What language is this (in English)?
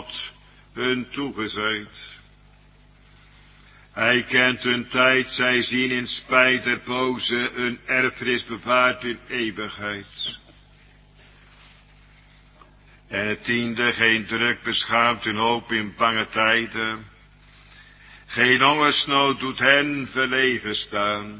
Dutch